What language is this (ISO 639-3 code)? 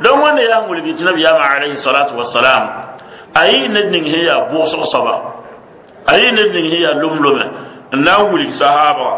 mos